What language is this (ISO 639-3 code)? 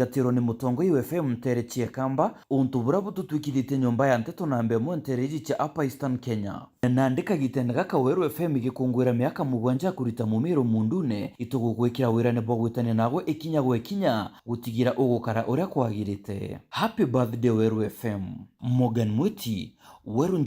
mer